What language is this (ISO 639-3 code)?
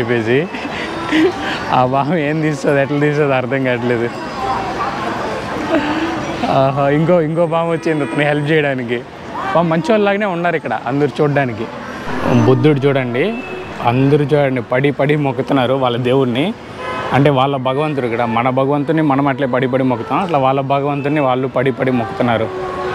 tel